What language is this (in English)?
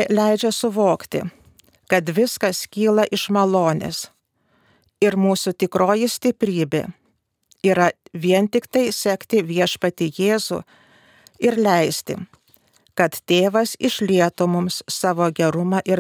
Lithuanian